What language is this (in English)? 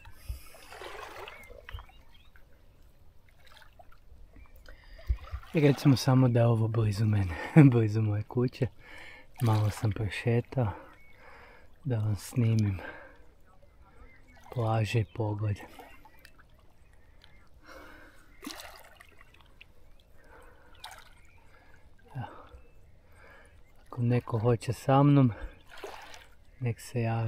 Croatian